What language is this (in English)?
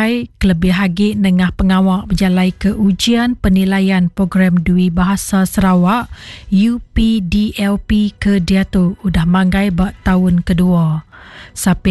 Iban